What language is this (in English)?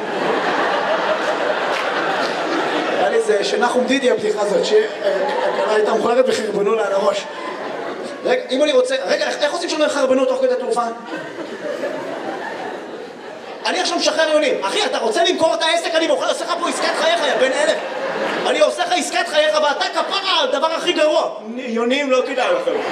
Hebrew